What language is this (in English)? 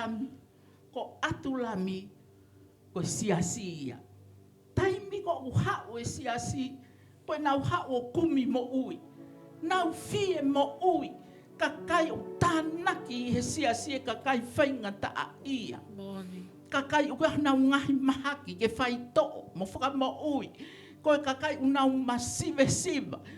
Tongan